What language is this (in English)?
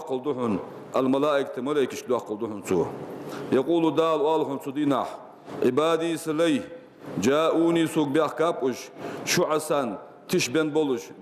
Ingush